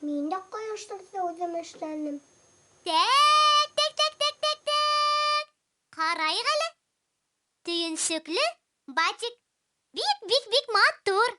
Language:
Bashkir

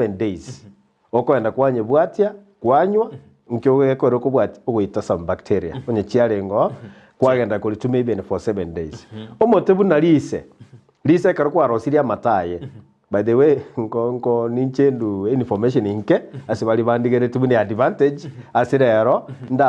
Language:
Gusii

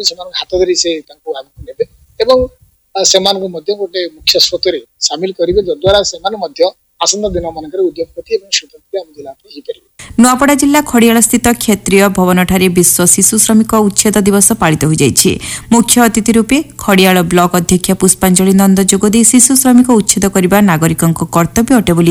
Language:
Odia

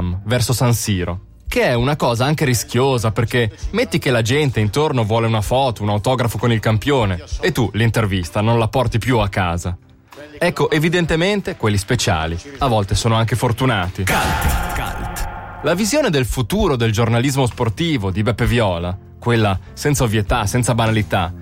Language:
Italian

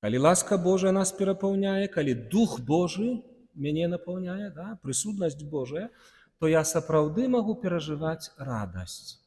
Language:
Belarusian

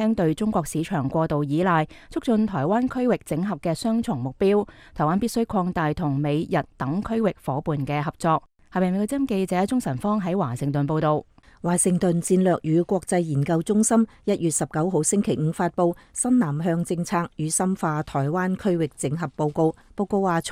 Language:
Cantonese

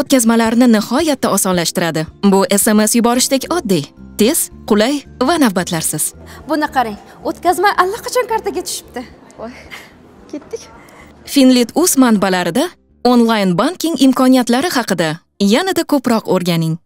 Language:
Uzbek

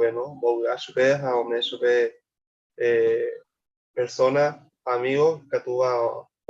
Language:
Guarani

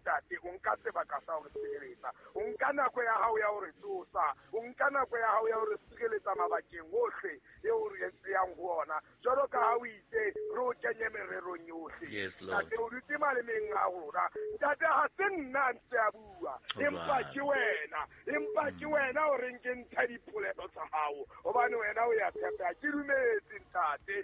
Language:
Southern Sotho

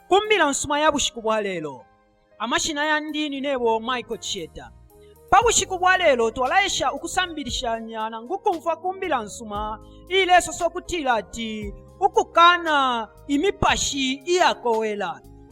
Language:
Bemba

